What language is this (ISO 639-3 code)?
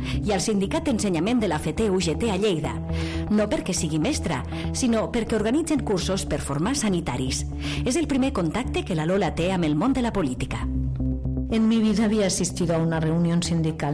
cat